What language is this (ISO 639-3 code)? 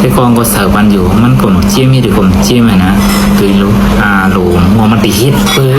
shn